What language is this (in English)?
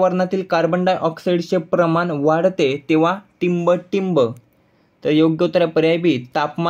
Marathi